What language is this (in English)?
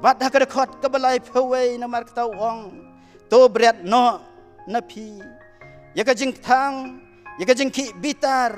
Khasi